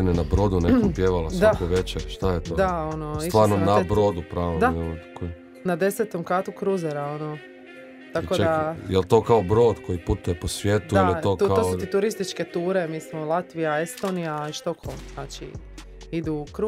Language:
Croatian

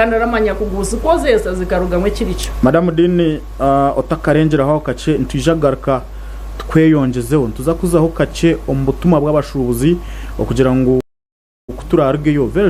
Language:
Nyankole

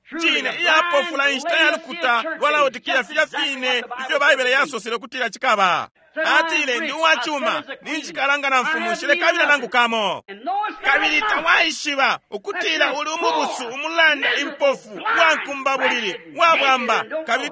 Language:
Bemba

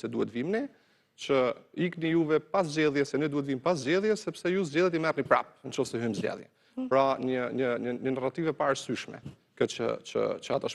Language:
Albanian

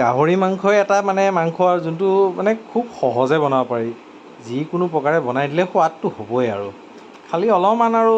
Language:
Assamese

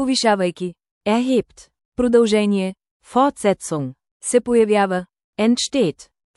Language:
Bulgarian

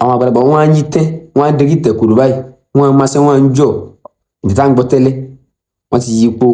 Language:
Yoruba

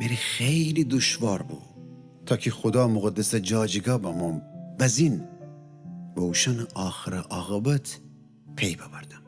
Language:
Gilaki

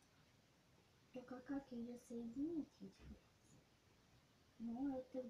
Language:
Russian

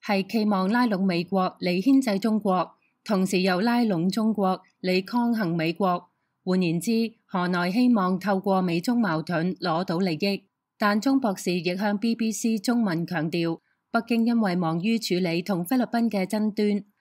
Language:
Cantonese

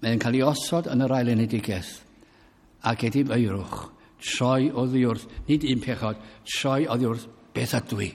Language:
Welsh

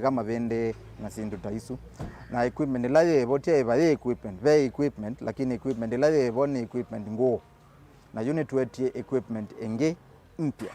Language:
Kamba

